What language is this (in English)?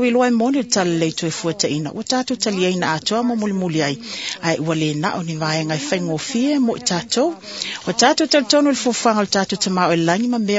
Samoan